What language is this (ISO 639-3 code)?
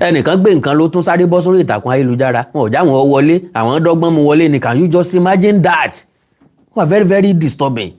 yor